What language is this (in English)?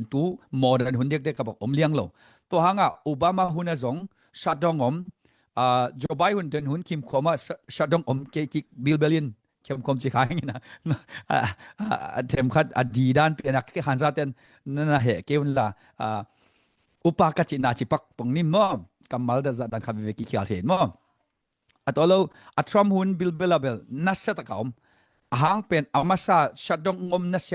Tedim Chin